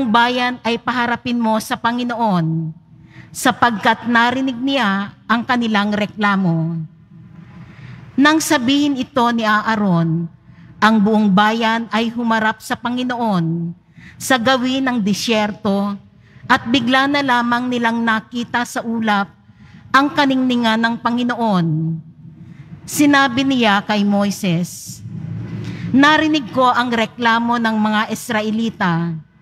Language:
Filipino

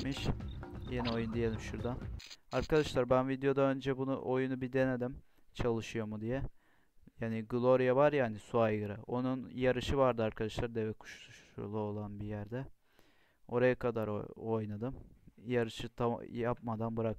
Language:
Turkish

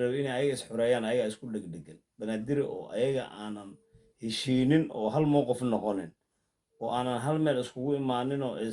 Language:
Somali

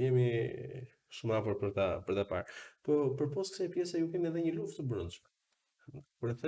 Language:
Albanian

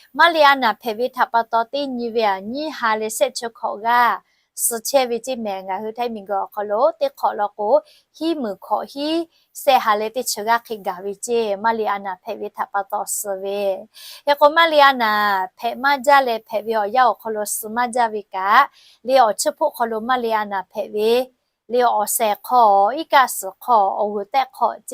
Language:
Lahu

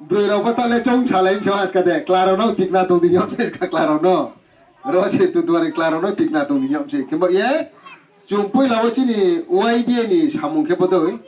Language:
Riang (India)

